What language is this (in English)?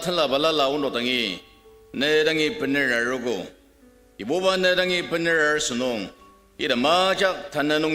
Ao Naga